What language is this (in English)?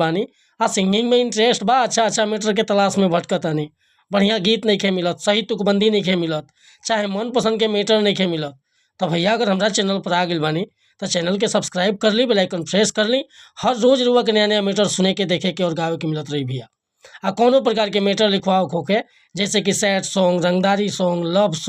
Bhojpuri